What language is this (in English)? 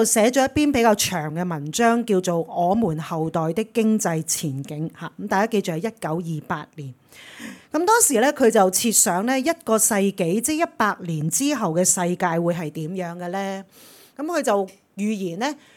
Cantonese